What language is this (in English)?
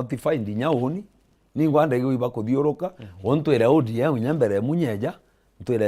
Meru